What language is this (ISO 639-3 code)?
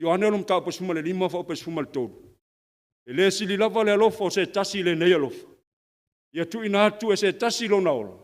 smo